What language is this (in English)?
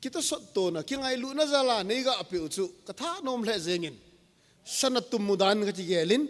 Thado Chin